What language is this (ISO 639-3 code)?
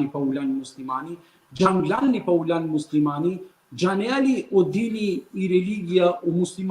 rmn